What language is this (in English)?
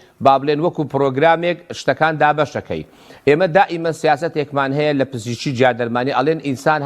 Central Kurdish